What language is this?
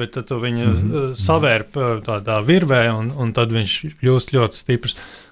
Latvian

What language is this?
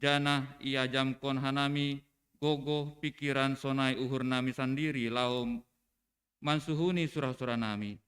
Batak Simalungun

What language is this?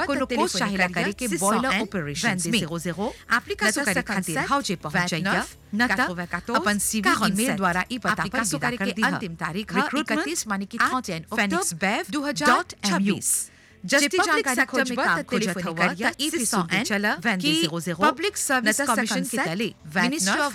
Bhojpuri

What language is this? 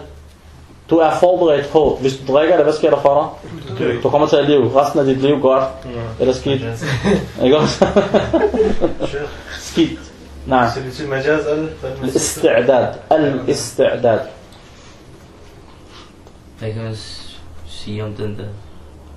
Danish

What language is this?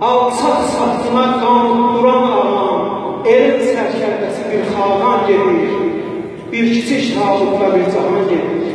South Azerbaijani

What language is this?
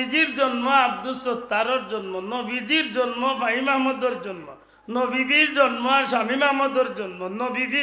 Sylheti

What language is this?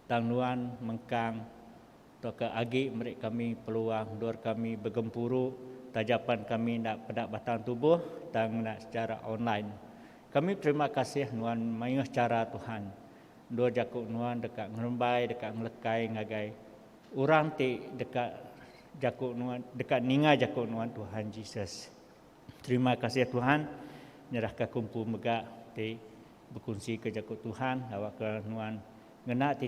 Iban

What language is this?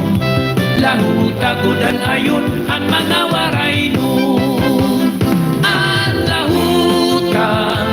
Waray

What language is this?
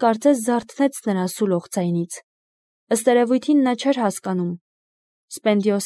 Armenian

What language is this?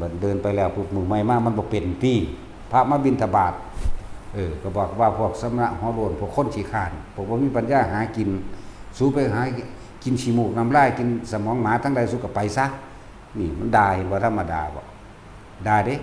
Northeastern Thai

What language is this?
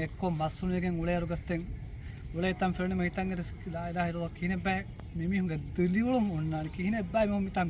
Divehi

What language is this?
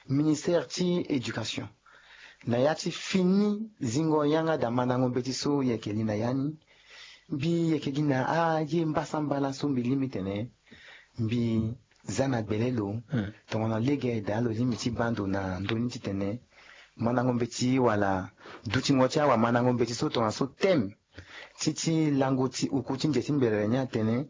Sango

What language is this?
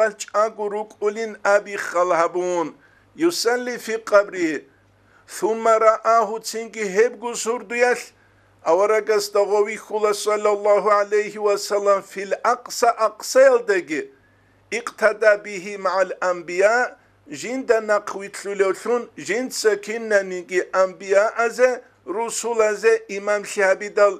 Avaric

